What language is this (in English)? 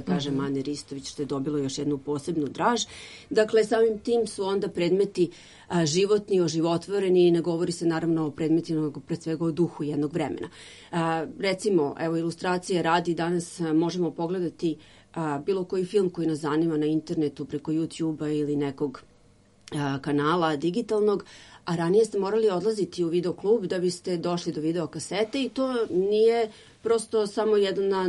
Serbian